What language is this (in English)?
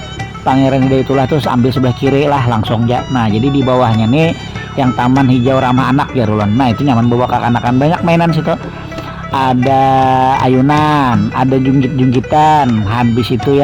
Banjar